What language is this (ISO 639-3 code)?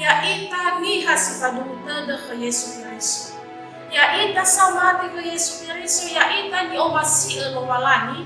nia